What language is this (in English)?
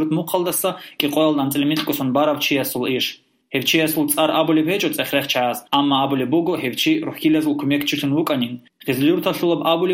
Avaric